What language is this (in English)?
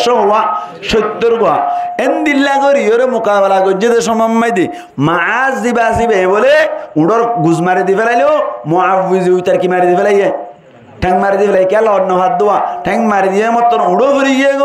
Rohingya